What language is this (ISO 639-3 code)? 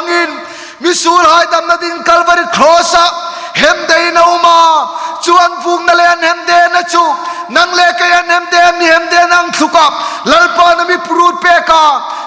hmr